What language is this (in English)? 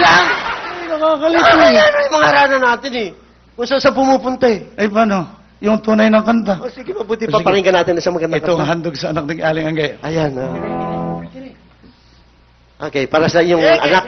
Filipino